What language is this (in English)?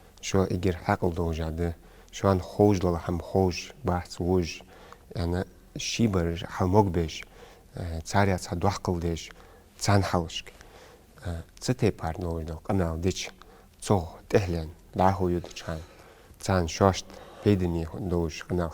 Ingush